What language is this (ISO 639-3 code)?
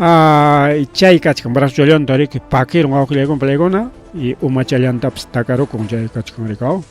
quy